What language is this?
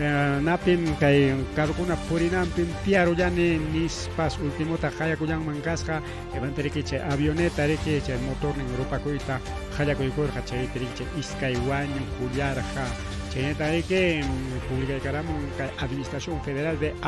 Ayacucho Quechua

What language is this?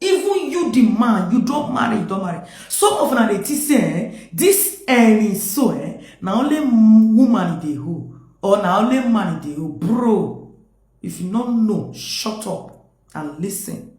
Nigerian Pidgin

